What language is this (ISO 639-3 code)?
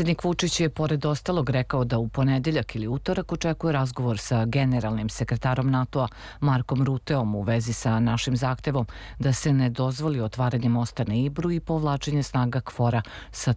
srp